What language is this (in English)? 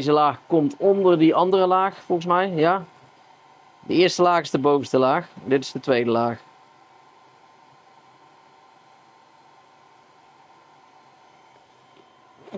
Dutch